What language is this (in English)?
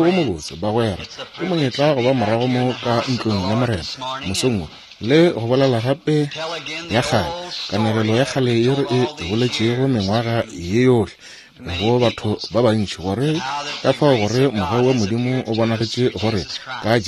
Northern Sotho